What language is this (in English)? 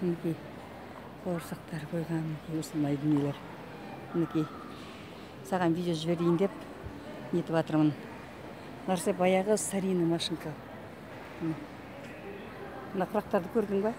Kazakh